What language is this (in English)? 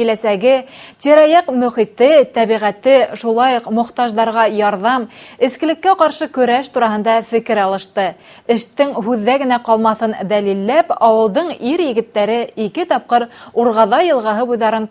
Bashkir